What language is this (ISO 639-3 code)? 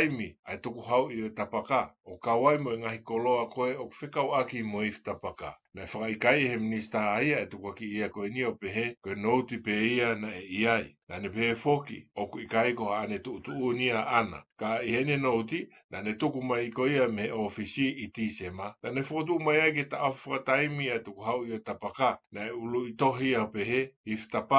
ton